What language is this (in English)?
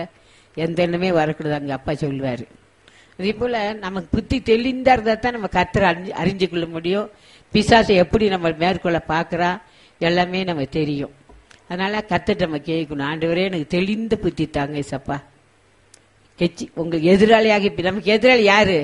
Tamil